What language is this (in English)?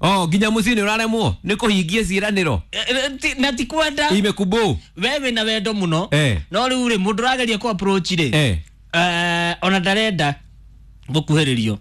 Kikuyu